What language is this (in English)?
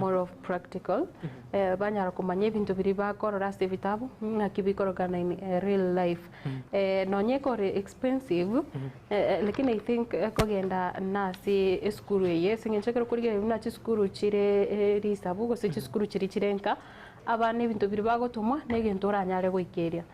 Gusii